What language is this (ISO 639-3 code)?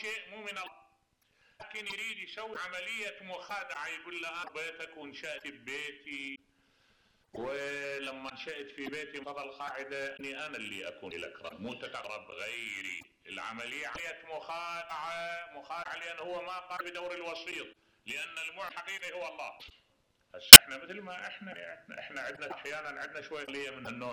acm